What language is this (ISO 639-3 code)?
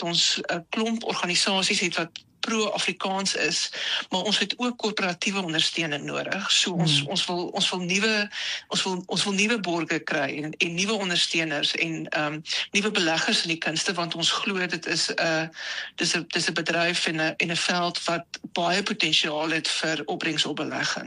afr